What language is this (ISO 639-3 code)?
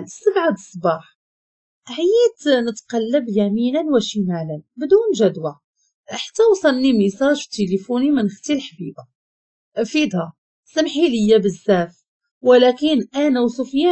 ary